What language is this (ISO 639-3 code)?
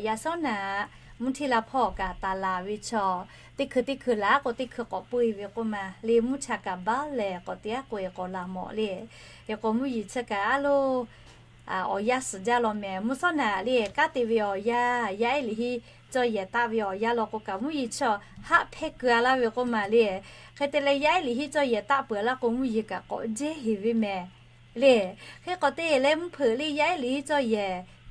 lhu